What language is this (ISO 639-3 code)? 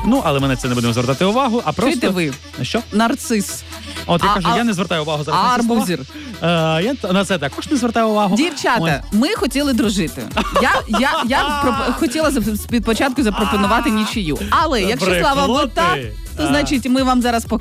ukr